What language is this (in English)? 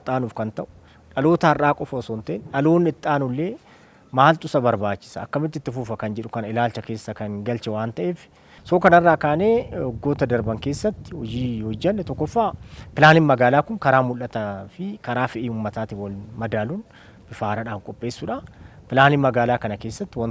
Oromo